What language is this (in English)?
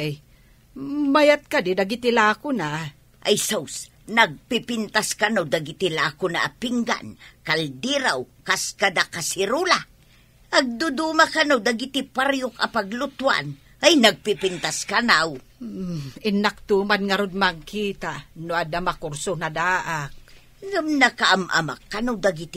Iloko